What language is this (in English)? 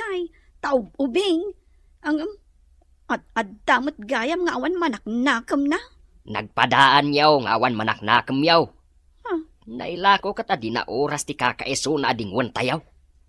Iloko